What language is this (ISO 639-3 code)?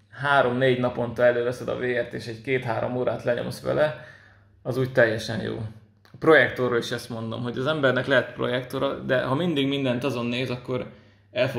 hun